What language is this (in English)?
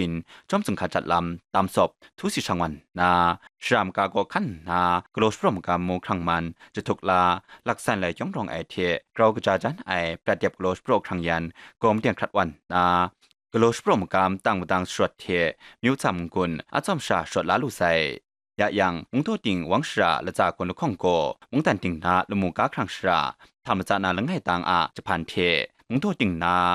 Kachin